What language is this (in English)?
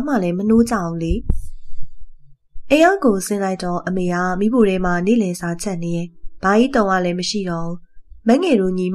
Burmese